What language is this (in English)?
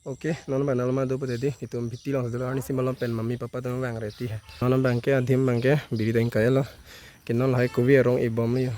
Karbi